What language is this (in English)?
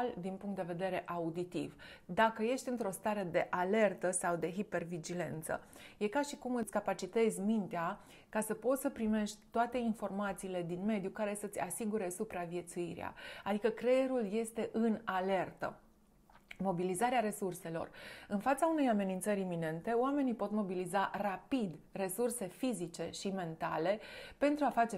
Romanian